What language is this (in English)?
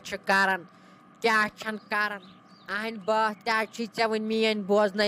Kashmiri